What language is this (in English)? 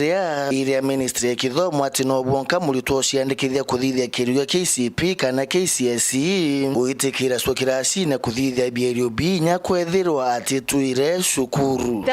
Meru